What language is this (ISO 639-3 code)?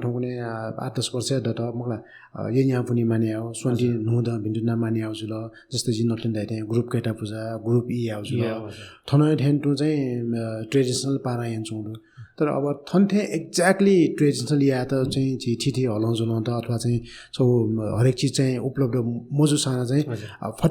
new